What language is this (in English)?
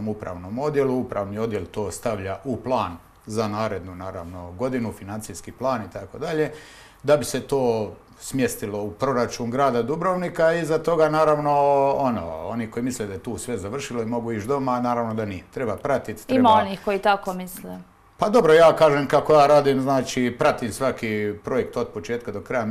Croatian